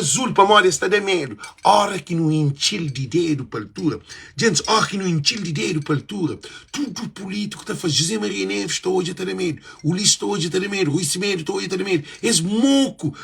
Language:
Kabuverdianu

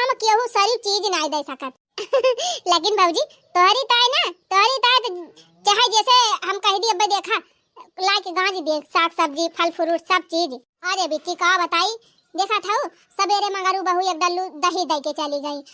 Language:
Awadhi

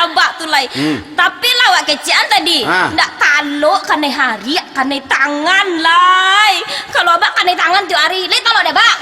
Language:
Minangkabau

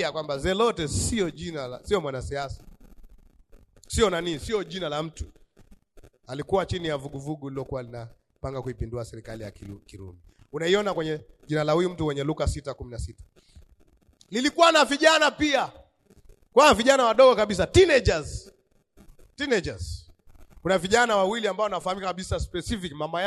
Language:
Swahili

